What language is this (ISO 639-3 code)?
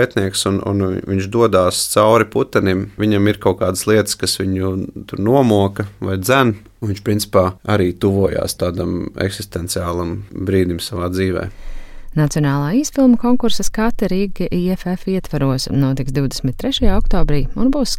lav